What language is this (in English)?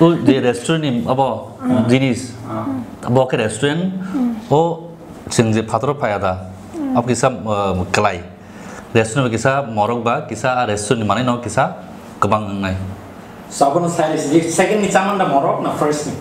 Kok Borok